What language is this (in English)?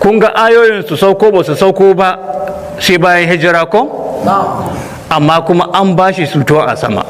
Hausa